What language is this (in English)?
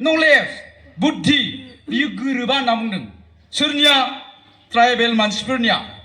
Bodo